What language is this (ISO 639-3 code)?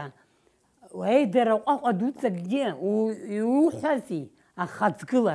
abk